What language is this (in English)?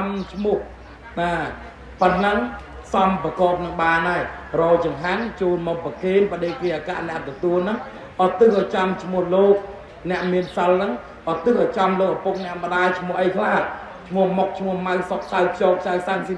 Khmer